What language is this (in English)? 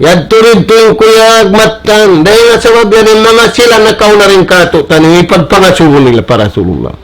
Tausug